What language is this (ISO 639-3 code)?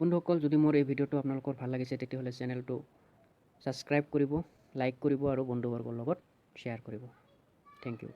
asm